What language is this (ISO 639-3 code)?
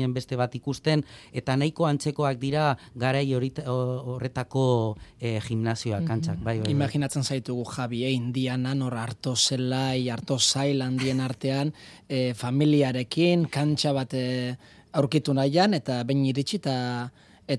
eus